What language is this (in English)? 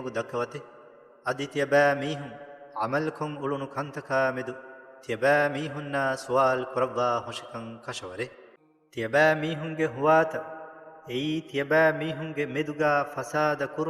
Divehi